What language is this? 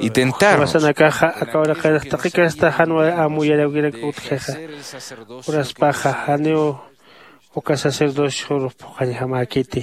Aymara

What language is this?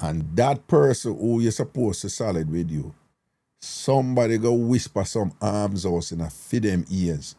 Jamaican Creole English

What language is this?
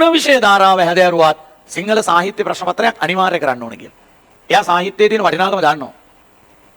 Sinhala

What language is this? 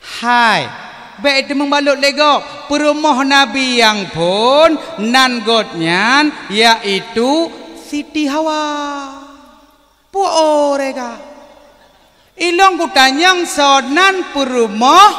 Achinese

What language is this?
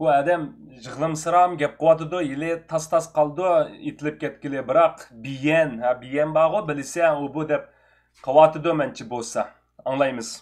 Uyghur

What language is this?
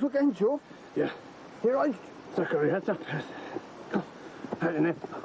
Faroese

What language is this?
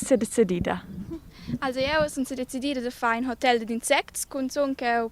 Romansh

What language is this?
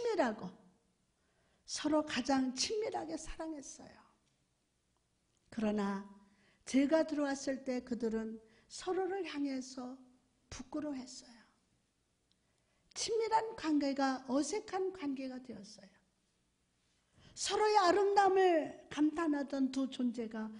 Korean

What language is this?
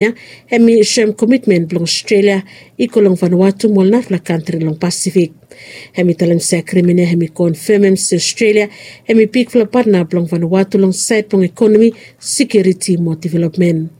Bislama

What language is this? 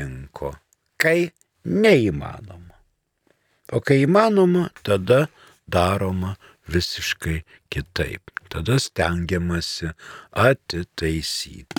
Lithuanian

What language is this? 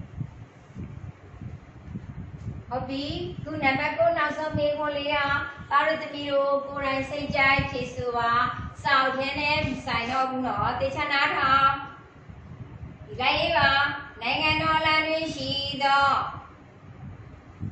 Burmese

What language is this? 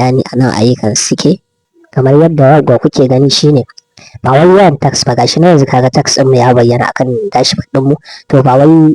Hausa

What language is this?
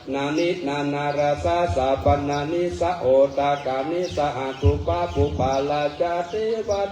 Pali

